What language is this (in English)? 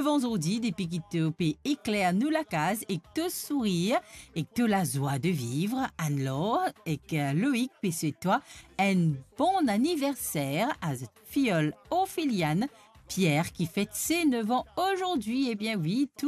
Morisyen